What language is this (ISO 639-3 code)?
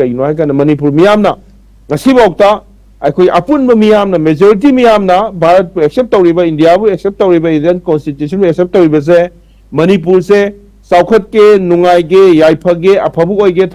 mni